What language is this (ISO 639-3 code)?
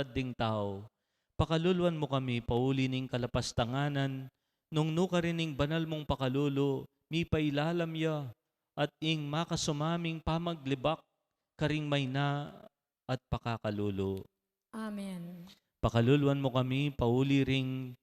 pam